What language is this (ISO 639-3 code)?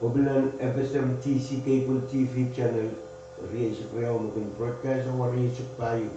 pon